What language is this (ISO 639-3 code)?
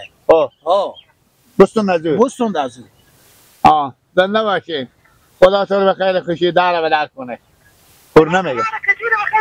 fas